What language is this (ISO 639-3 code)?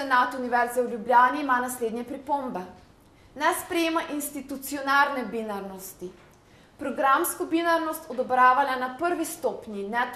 slv